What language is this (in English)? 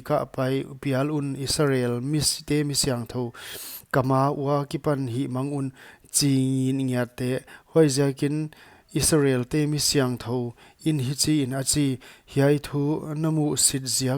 Paite Chin